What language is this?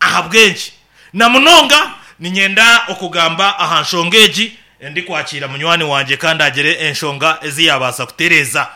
Nyankole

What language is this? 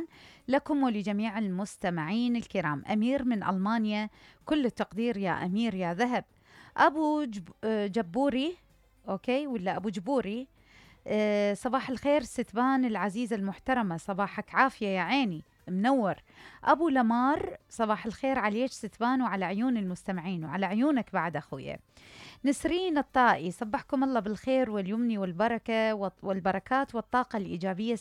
Mesopotamian Arabic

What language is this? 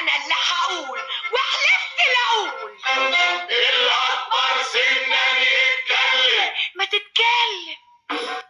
Egyptian Arabic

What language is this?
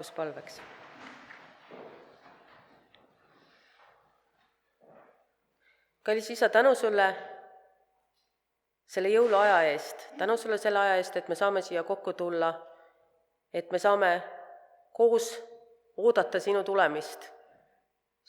Estonian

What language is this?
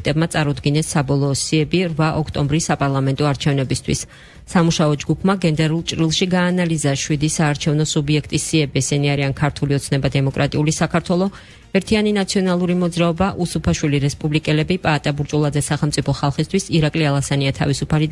Georgian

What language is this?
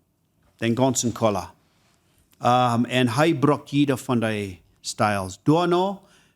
Plautdietsch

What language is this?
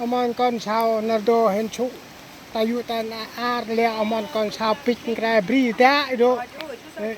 Central Mnong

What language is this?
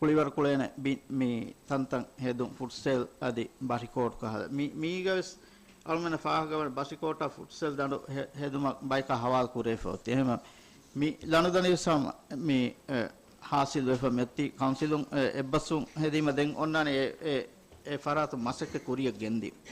Divehi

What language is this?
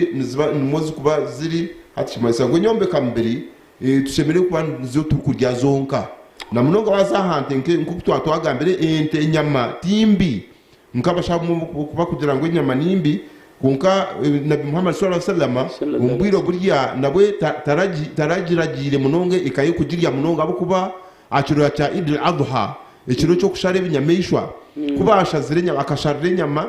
Nyankole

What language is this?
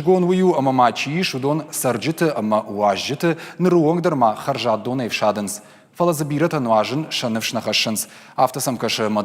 Ossetic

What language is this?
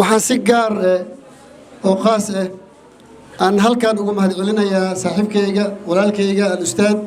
Somali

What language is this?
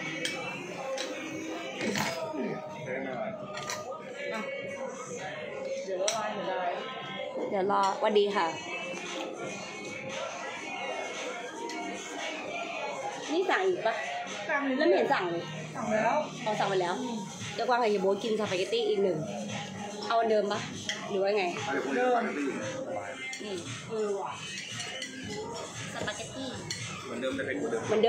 Thai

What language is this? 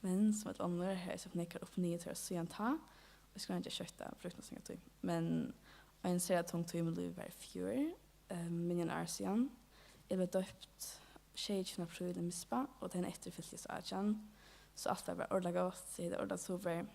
Faroese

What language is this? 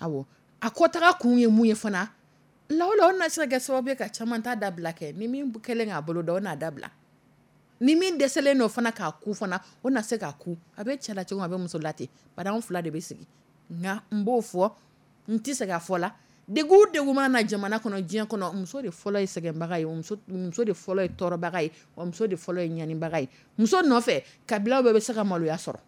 Dyula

